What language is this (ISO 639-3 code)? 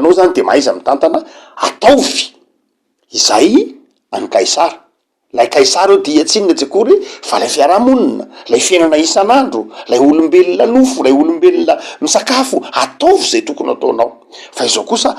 mlg